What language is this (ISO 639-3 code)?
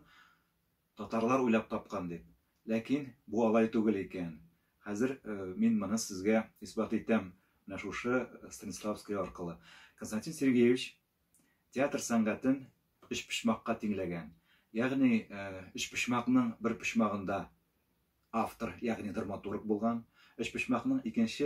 tat